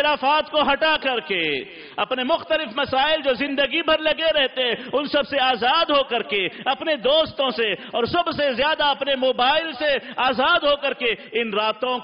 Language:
Urdu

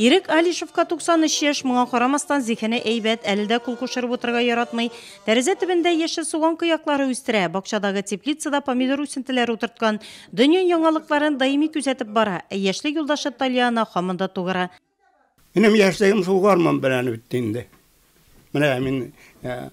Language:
Tatar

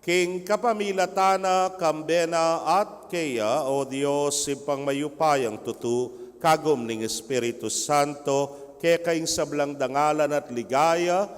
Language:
Pampanga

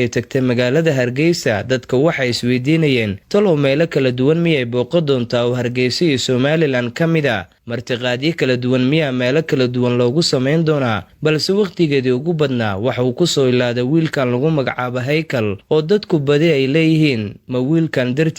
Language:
Somali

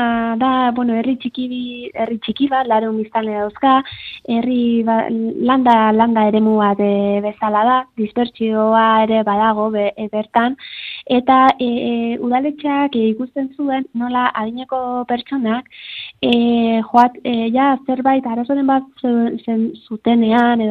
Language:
Basque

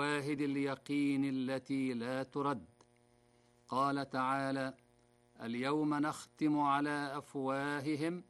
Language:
Arabic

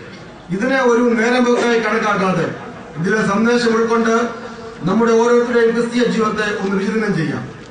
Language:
Malayalam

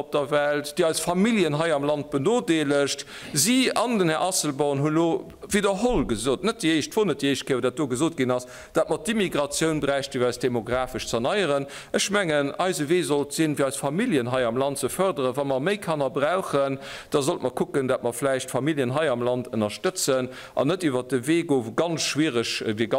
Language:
Luxembourgish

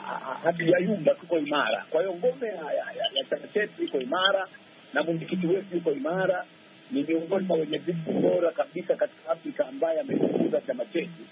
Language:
Swahili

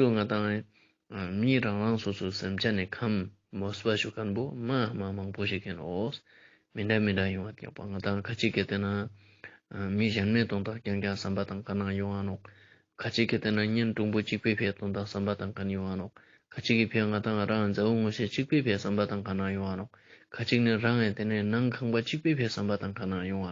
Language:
Ladakhi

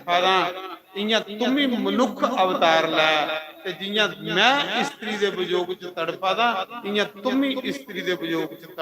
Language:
Dogri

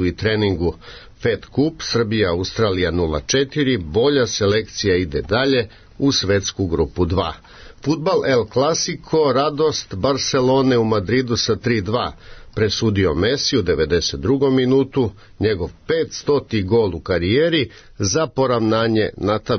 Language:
Serbian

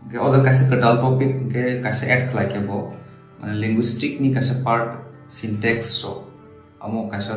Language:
Kok Borok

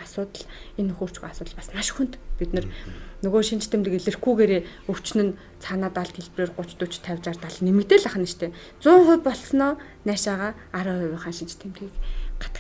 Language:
Mongolian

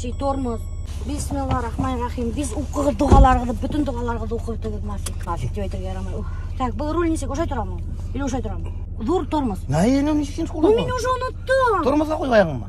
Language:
Bashkir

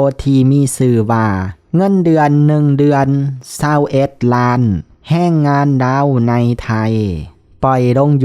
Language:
Lao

